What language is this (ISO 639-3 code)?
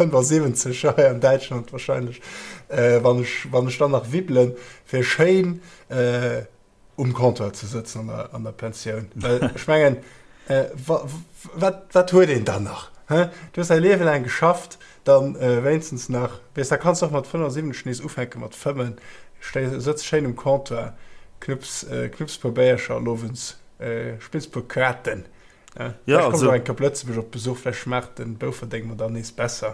ltz